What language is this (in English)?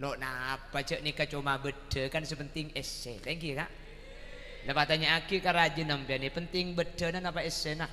Madurese